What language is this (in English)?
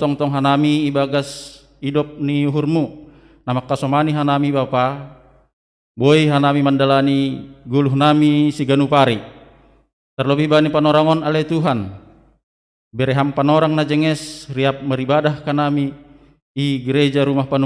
Batak Simalungun